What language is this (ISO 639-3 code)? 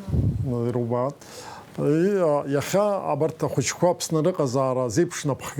abk